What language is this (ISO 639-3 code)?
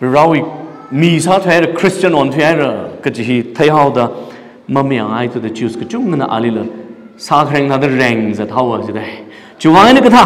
nmf